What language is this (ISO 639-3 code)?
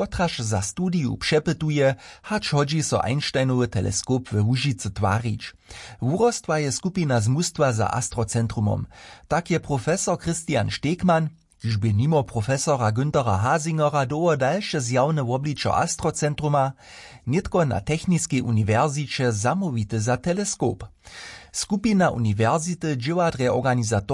hsb